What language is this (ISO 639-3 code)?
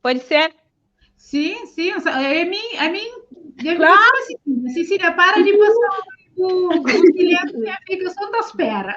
kea